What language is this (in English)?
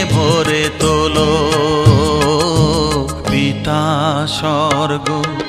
Bangla